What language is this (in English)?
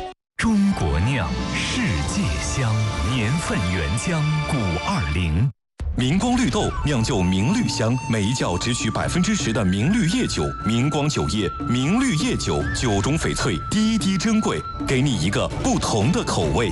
Chinese